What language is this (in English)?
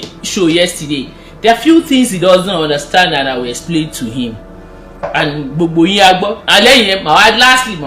Yoruba